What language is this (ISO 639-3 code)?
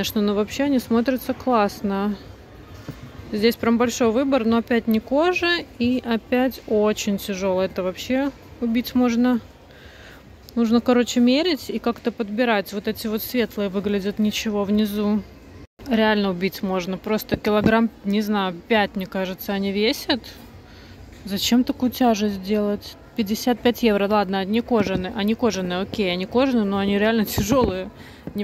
rus